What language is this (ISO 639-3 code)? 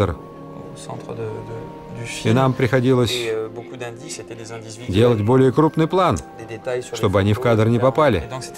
rus